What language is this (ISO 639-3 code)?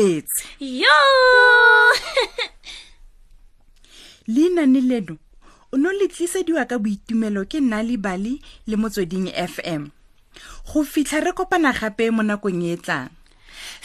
tsn